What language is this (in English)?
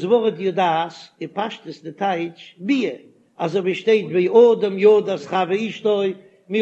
Yiddish